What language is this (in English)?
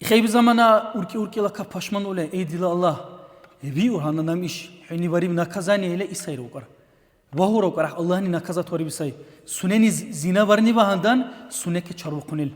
Dargwa